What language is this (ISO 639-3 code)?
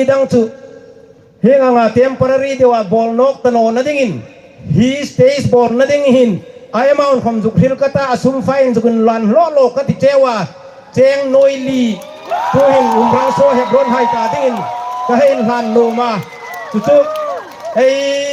hmr